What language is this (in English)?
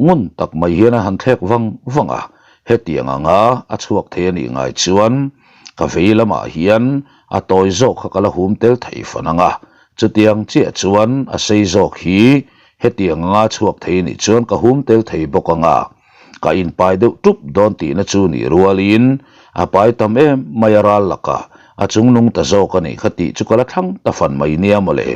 Mizo